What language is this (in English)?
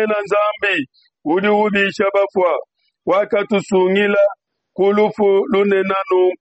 Luba-Lulua